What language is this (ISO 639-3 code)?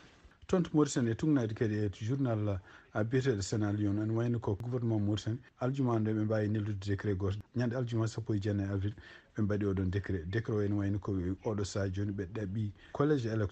ful